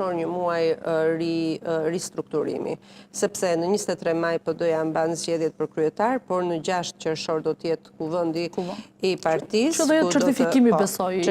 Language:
Albanian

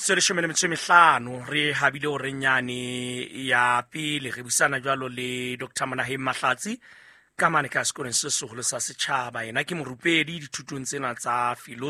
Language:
Southern Sotho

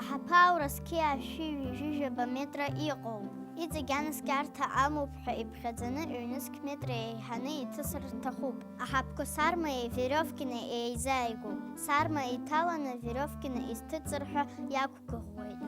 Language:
Abkhazian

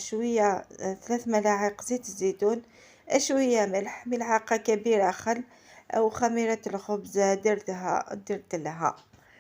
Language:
Algerian Arabic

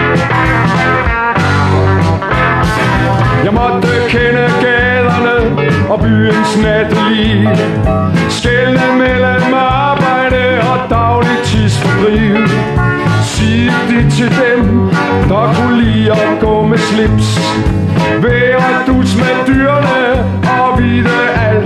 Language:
Danish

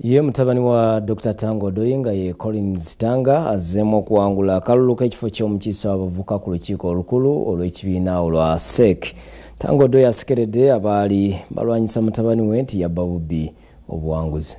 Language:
Ganda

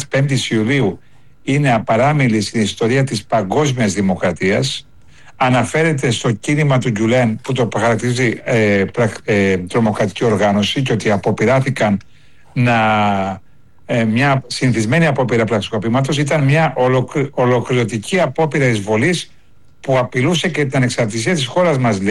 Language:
Greek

